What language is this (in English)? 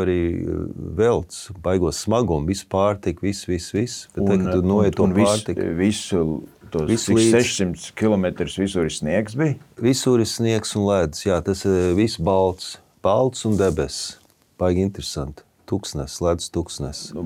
Latvian